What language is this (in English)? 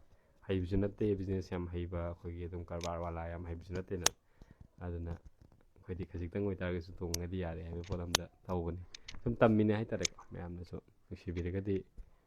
Manipuri